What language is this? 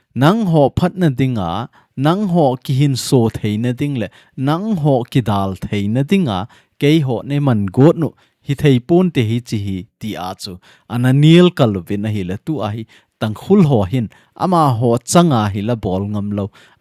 Thado Chin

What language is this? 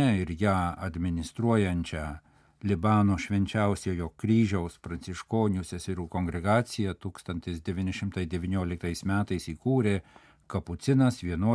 Lithuanian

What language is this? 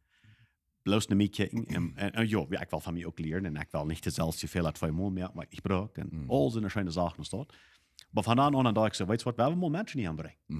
Plautdietsch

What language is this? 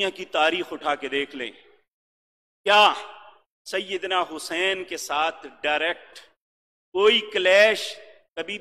Urdu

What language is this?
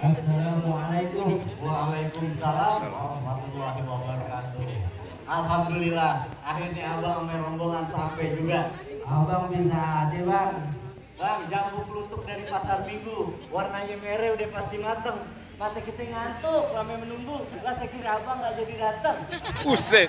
Betawi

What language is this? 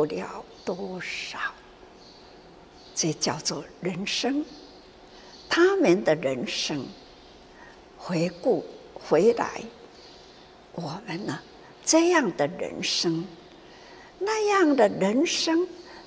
Chinese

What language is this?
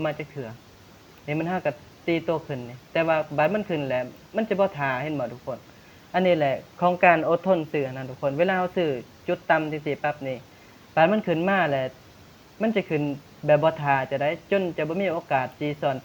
Lao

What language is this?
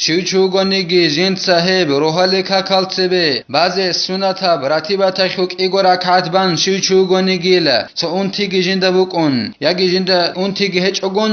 Avaric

